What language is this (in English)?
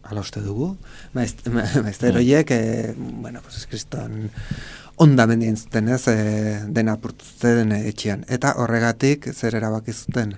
Basque